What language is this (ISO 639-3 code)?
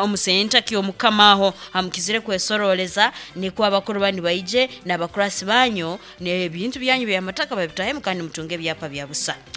nyo